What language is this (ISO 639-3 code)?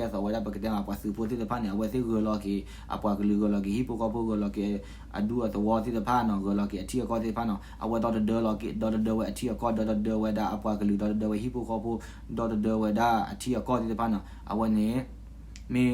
ksw